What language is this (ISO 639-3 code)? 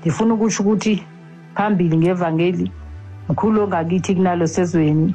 xho